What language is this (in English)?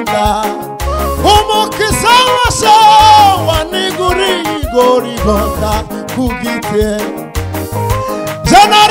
Kinyarwanda